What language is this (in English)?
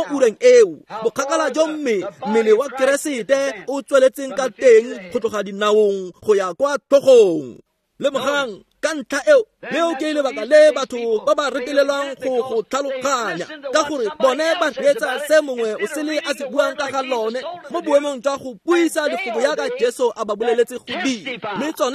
Tswana